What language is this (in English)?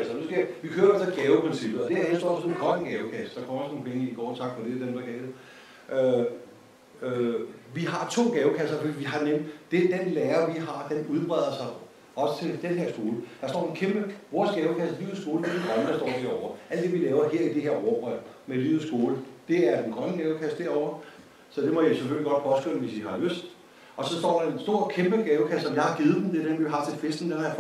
Danish